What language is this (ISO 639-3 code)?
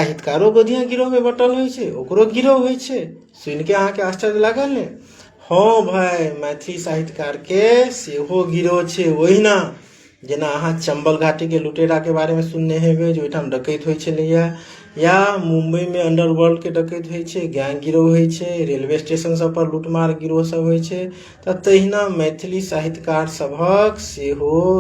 mai